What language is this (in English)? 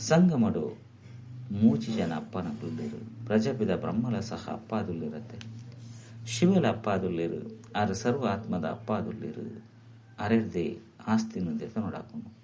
Tulu